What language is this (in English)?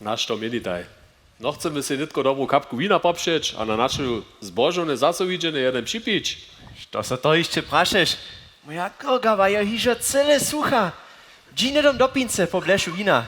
Upper Sorbian